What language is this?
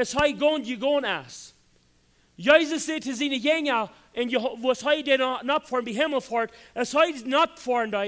Plautdietsch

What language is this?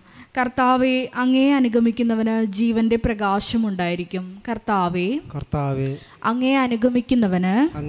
Malayalam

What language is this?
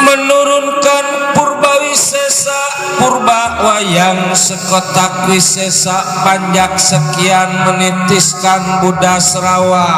Betawi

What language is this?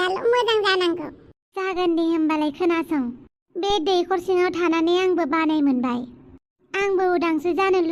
Bodo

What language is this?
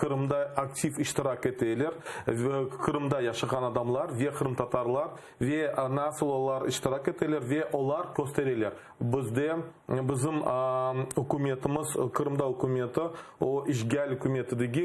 Crimean Tatar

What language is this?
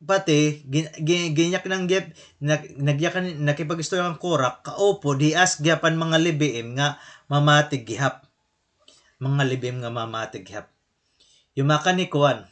Waray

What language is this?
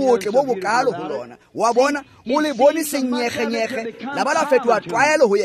Tswana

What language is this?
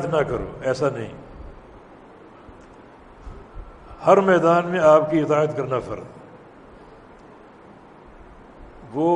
Urdu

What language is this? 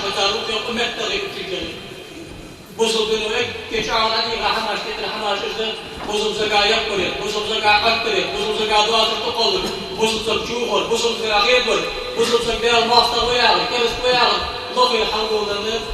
Ingush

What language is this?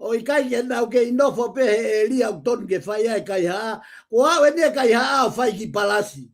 Tongan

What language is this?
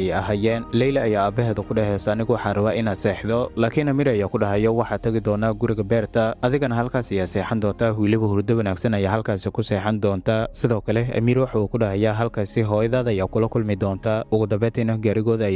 Somali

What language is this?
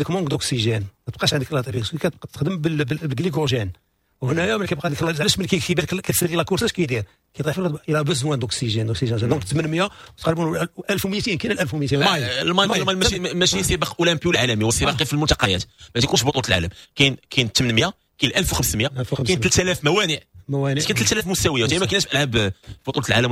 Moroccan Arabic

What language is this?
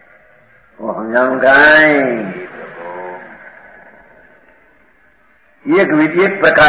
Gujarati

